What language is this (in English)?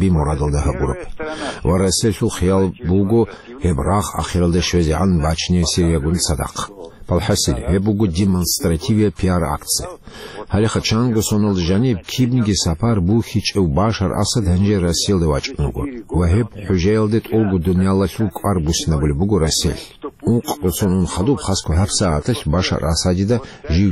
Avaric